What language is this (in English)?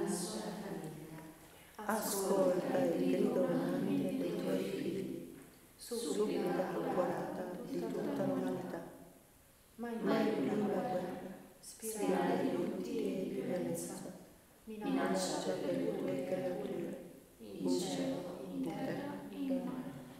Italian